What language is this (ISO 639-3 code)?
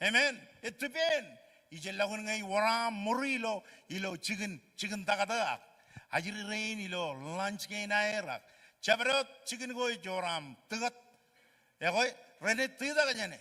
mah